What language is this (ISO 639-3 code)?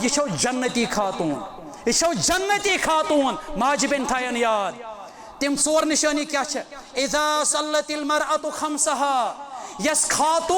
kas